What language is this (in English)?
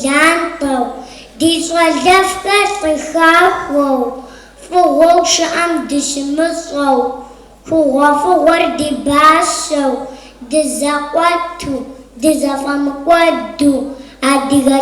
Kabardian